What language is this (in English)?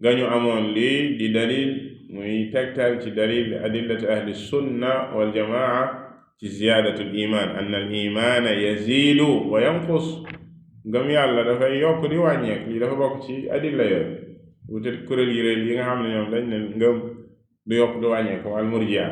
Wolof